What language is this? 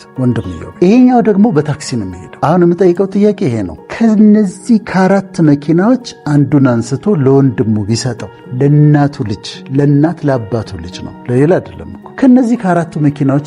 Amharic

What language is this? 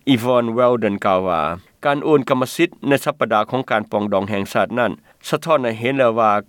Lao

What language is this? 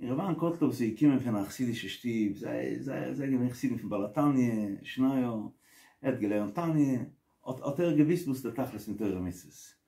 Yiddish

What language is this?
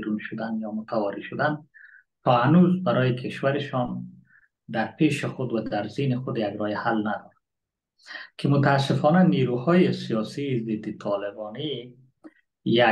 Persian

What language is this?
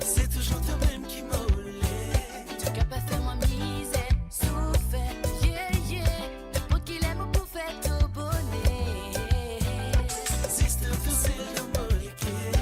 Morisyen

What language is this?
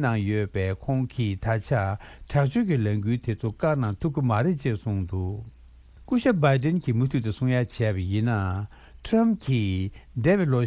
Tibetan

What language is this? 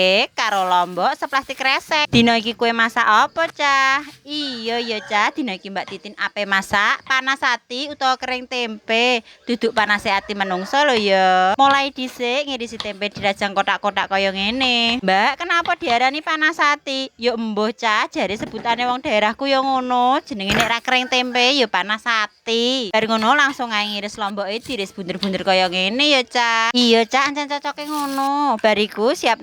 Javanese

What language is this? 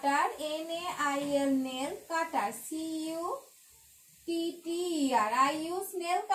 Bangla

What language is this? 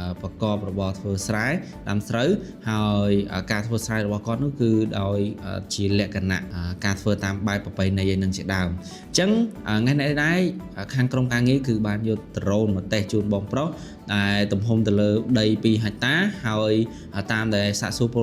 Khmer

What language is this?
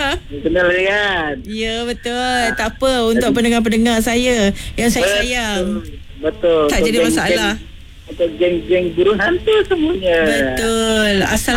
Malay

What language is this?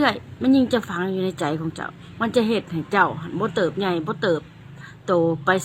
Lao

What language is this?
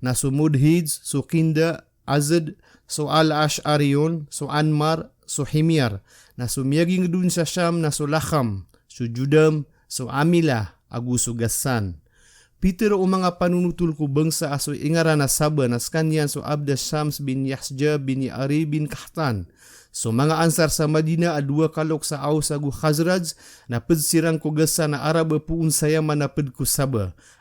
Maranao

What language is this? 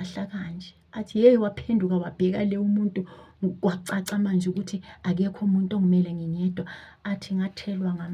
Zulu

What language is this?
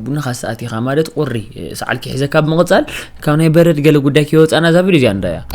Tigrinya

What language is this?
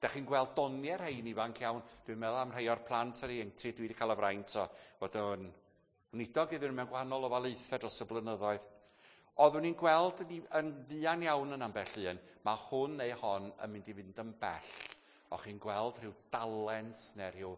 Welsh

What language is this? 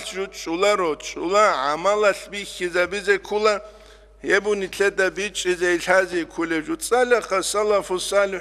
Avaric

